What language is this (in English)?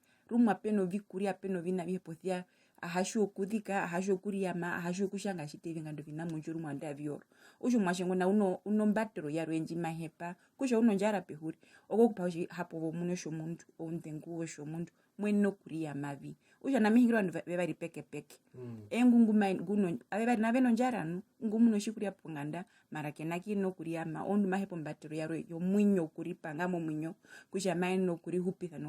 Herero